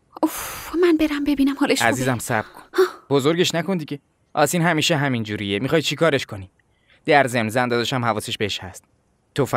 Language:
Persian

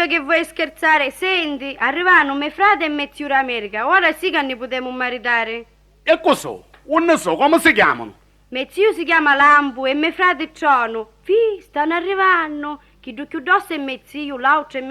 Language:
Sicilian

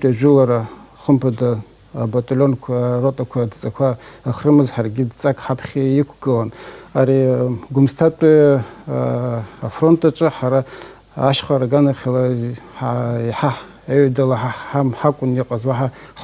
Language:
Abkhazian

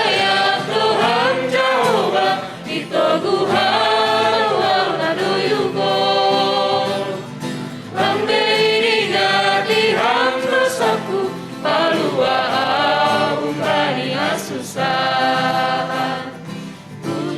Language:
Batak Simalungun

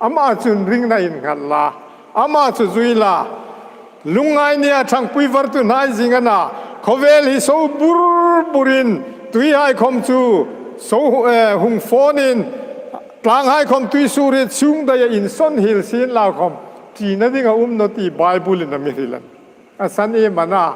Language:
Hmar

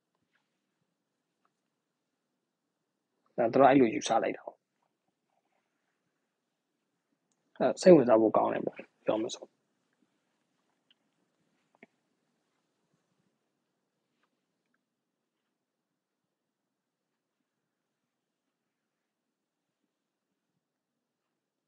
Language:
Burmese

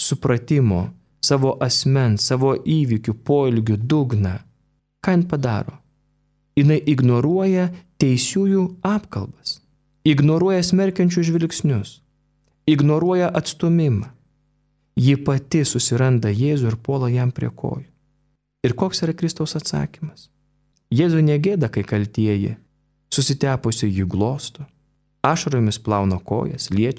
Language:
Lithuanian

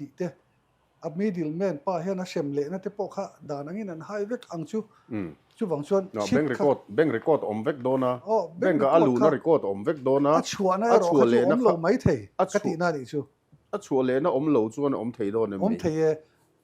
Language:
Mizo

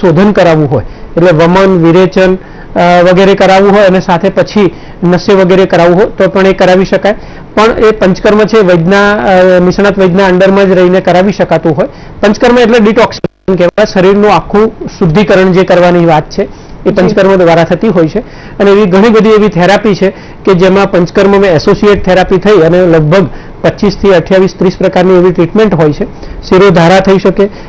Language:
Gujarati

